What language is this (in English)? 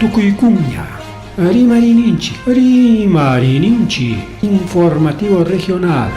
Ayacucho Quechua